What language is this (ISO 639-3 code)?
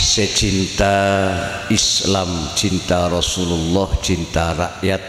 mad